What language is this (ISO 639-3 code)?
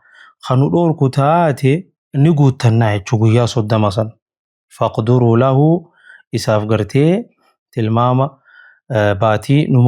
orm